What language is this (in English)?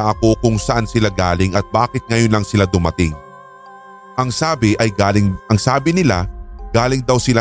Filipino